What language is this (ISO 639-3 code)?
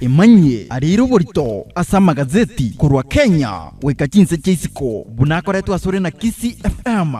guz